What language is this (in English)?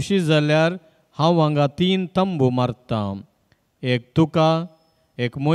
Konkani